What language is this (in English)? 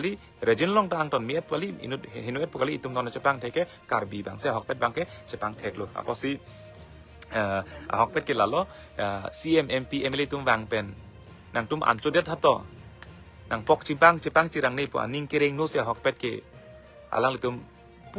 Karbi